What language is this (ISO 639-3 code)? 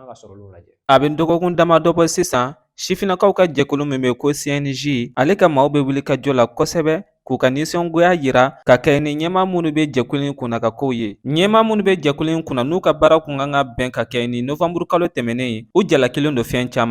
bam